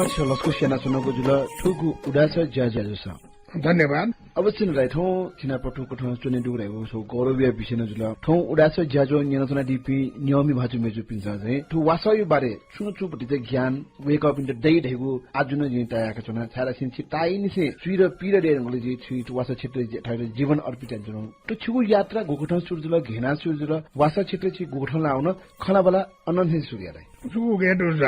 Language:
Newari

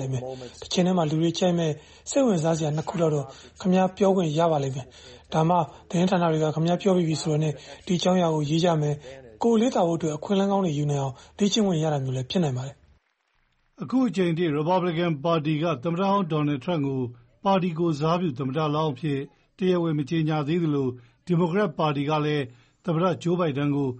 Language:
Burmese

